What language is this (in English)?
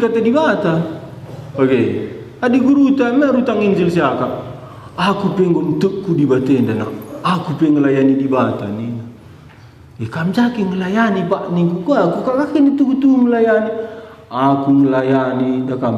Batak Karo